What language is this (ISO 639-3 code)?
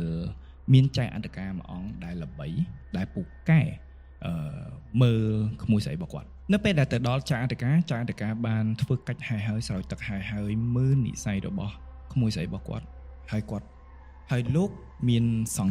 khm